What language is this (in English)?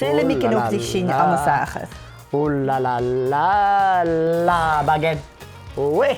Scottish Gaelic